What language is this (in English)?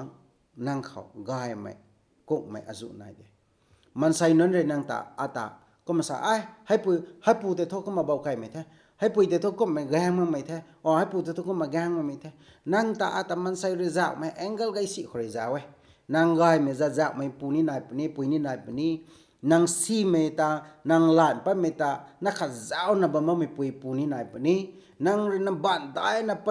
Rongmei Naga